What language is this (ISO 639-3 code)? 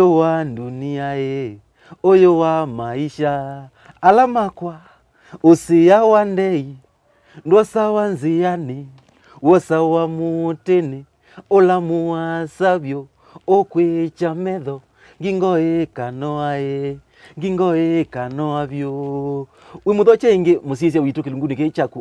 kam